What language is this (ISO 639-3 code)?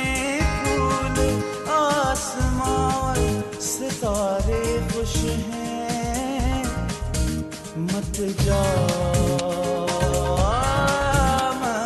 est